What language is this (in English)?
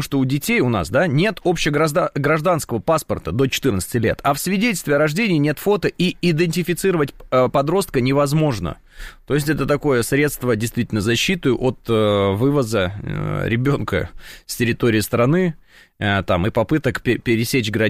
Russian